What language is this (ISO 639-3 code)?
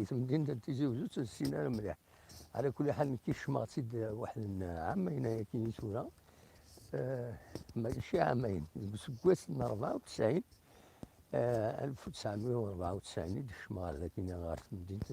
kab